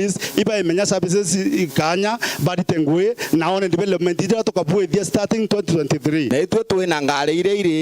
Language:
Meru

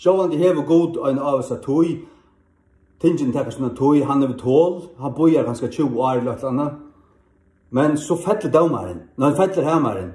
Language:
Faroese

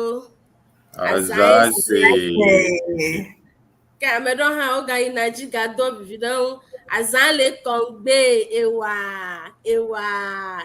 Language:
Ewe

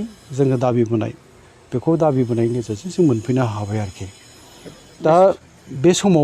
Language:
Bodo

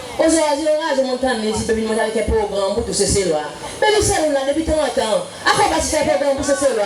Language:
Seselwa Creole French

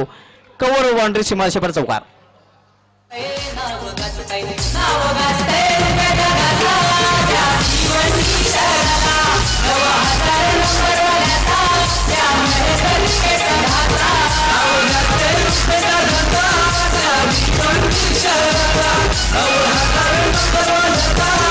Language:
Marathi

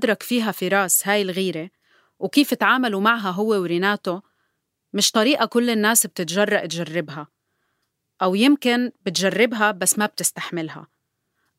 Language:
North Levantine Arabic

